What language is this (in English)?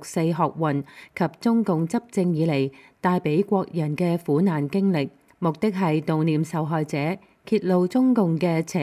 Cantonese